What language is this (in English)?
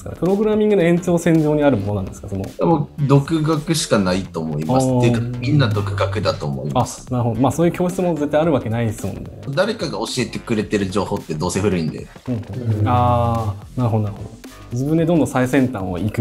Japanese